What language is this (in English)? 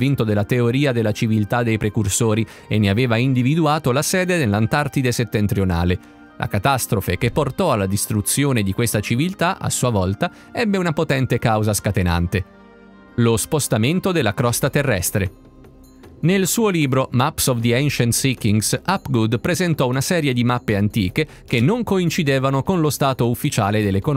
Italian